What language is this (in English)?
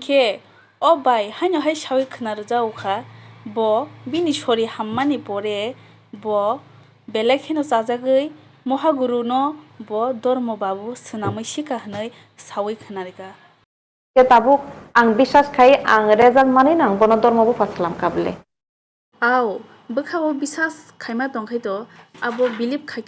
Kok Borok